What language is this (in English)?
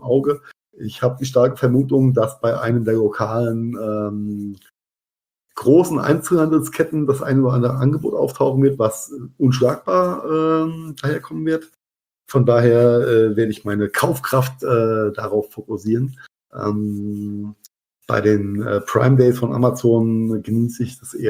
German